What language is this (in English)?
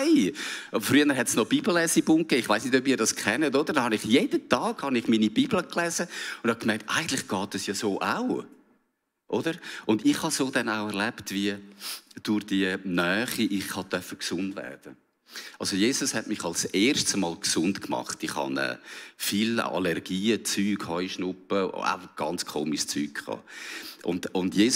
Swiss German